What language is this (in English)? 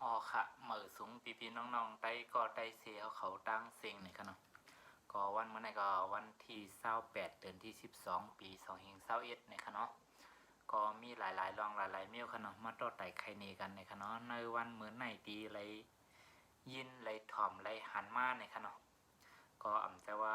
Shan